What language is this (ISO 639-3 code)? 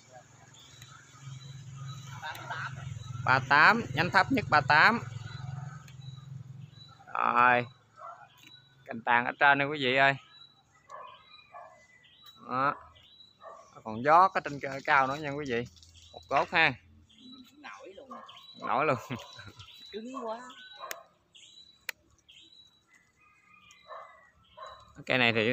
vie